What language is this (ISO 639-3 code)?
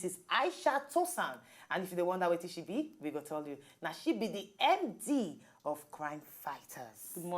pcm